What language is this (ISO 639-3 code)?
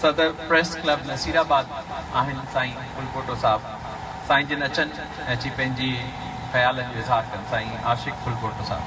snd